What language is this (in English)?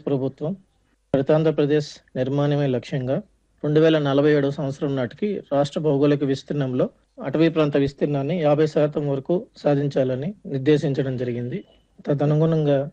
Telugu